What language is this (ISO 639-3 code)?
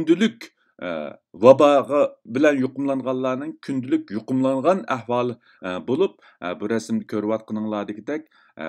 uig